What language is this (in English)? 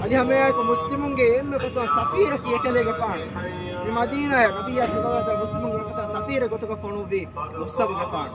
Divehi